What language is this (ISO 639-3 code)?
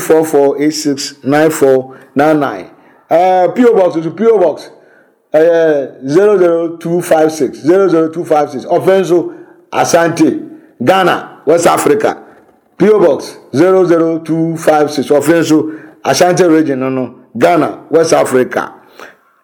aka